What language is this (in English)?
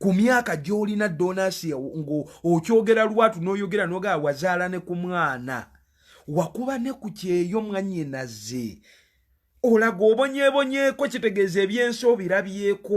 Ganda